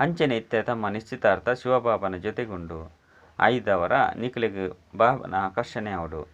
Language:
Tulu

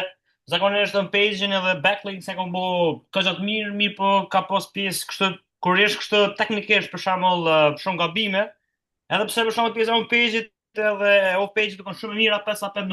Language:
Albanian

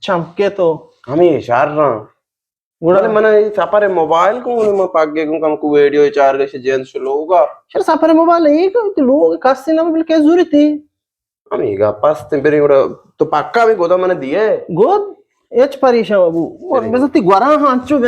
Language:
Eastern Balochi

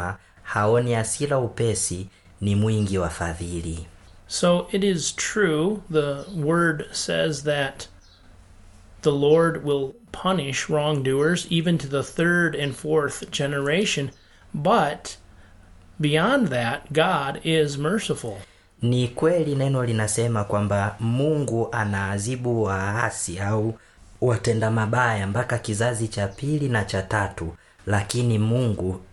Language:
Swahili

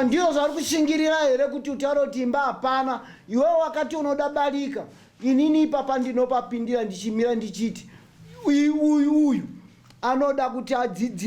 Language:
Shona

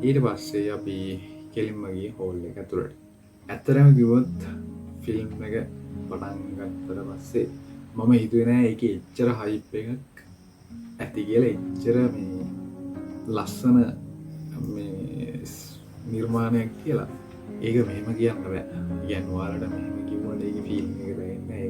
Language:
Sinhala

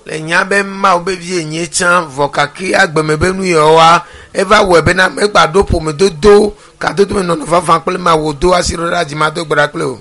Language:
Ewe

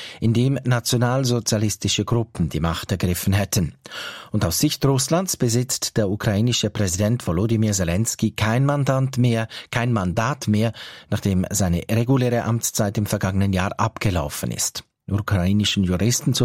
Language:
German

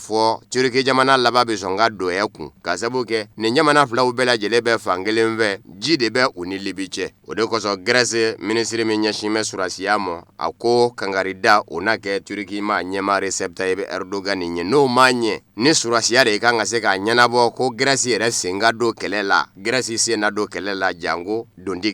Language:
Bambara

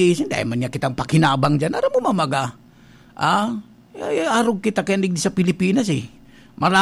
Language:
Bikol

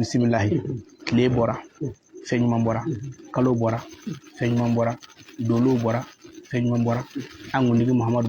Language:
Bambara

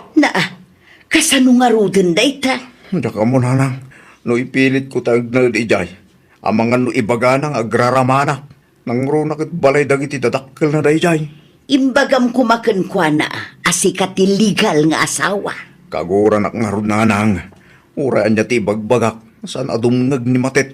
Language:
Iloko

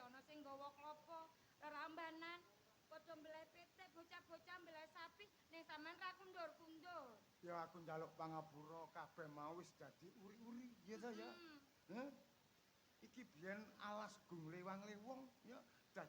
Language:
Javanese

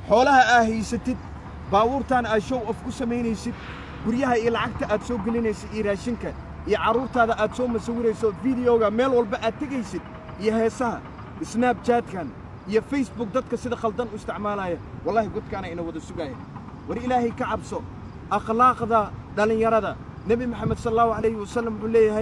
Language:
Somali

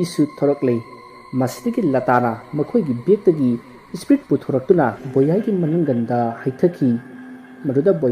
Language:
Manipuri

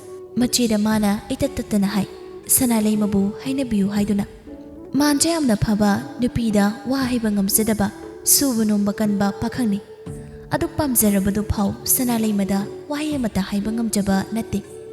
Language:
Manipuri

